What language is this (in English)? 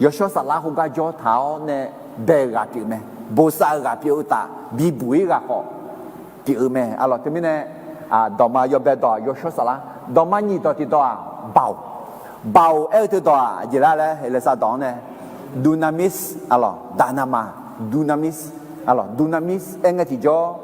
Akha